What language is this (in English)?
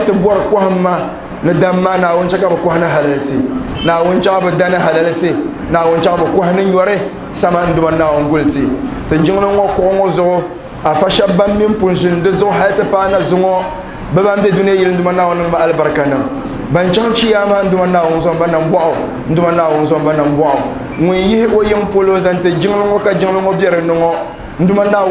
Dagbani